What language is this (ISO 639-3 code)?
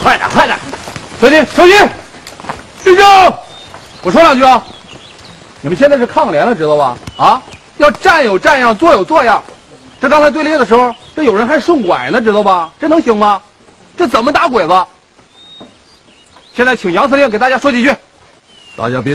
zho